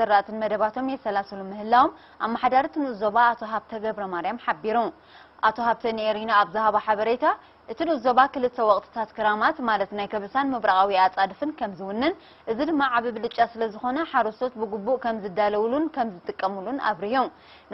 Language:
Tigrinya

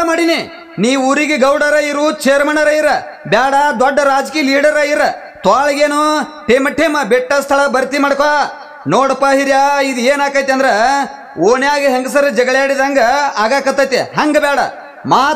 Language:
Kannada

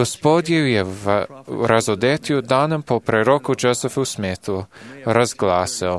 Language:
Serbian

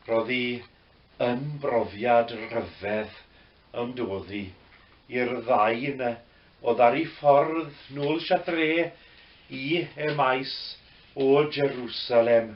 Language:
Welsh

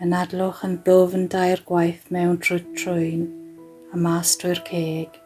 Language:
Welsh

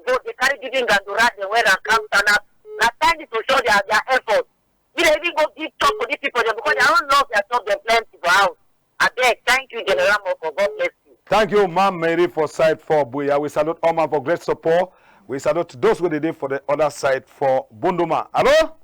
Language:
Cameroon Pidgin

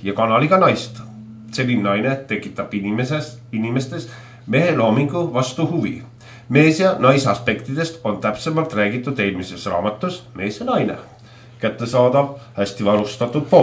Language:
Estonian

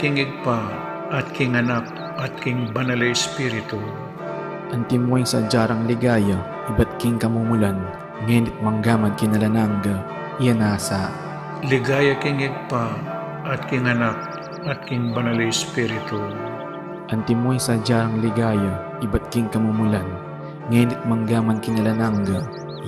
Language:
Pampanga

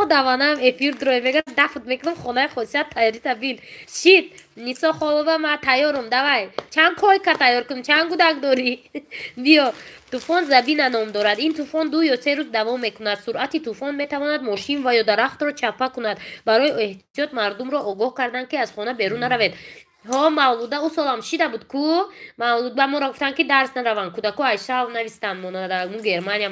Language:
Tajik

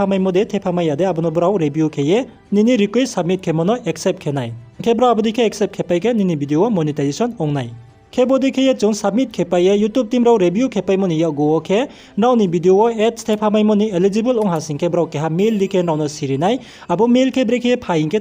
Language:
Riang (India)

